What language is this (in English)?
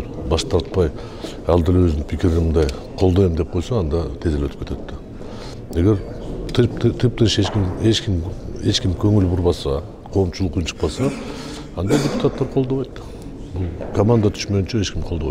Kyrgyz